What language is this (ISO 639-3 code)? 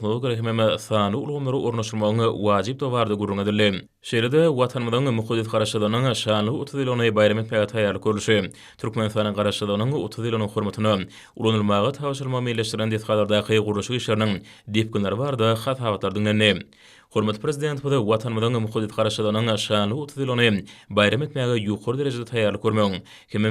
tuk